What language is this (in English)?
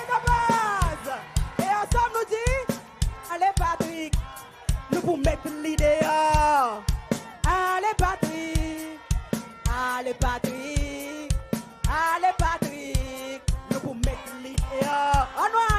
Seselwa Creole French